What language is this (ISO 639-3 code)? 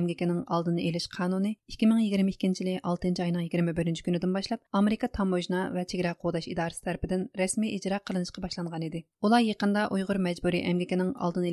uig